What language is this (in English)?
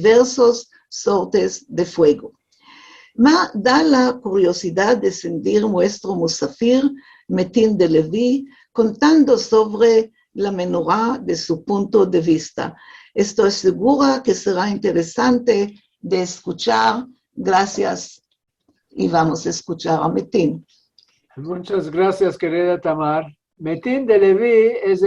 Ladino